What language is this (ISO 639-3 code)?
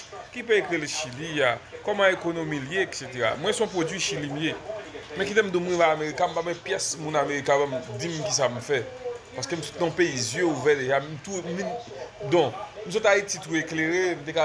hat